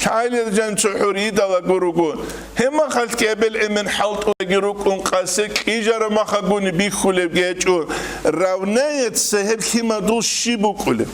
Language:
Avaric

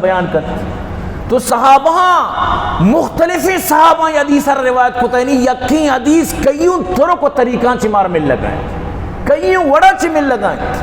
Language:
Eastern Balochi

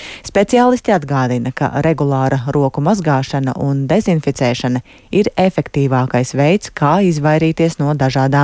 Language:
Latvian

